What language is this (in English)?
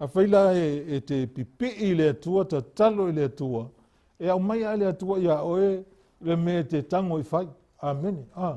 Samoan